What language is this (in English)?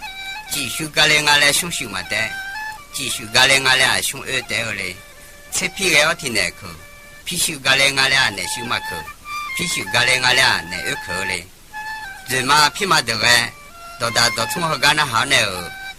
Akha